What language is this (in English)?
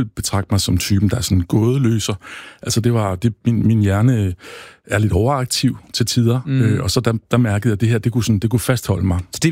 Danish